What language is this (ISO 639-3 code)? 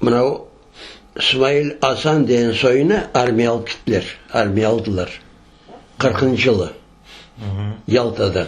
crh